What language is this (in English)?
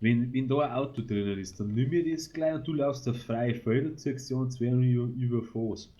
Bavarian